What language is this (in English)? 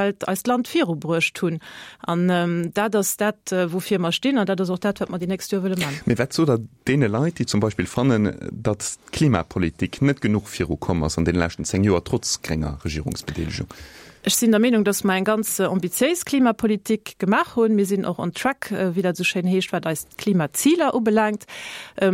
Luxembourgish